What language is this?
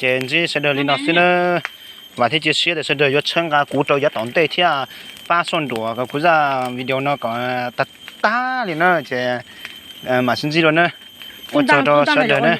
Hmong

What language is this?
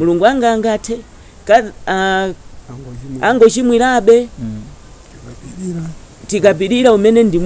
Nyanja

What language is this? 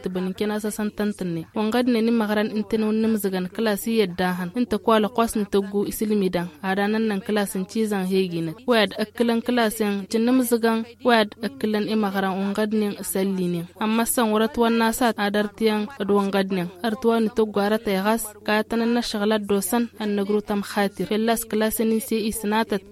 Tamasheq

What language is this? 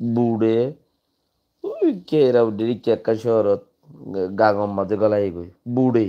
Rohingya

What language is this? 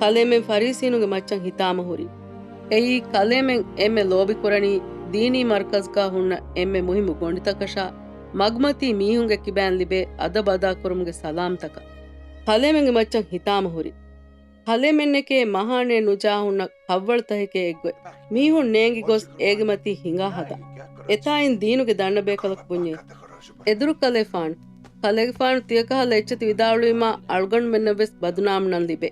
Divehi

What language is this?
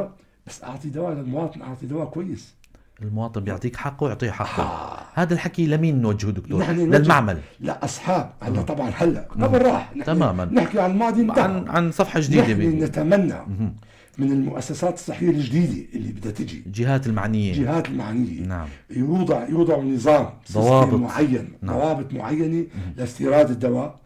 North Levantine Arabic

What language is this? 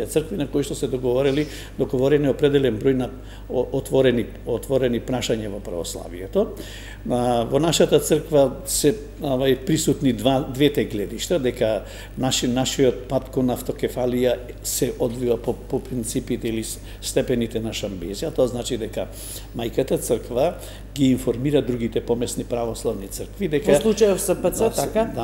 Macedonian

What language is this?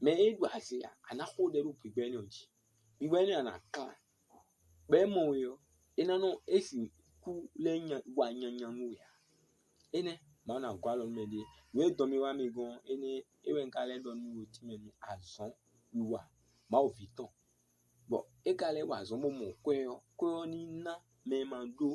Fon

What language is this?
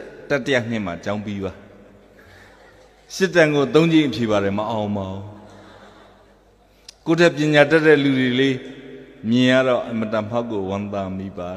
Burmese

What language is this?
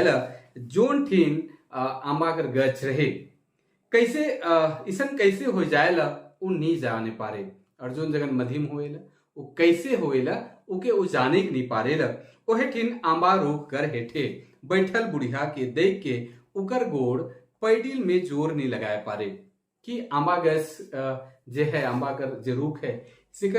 Sadri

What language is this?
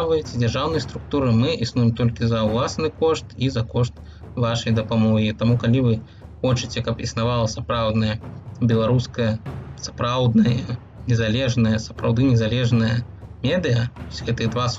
Belarusian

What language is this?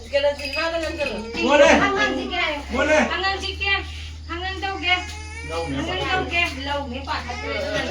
Manipuri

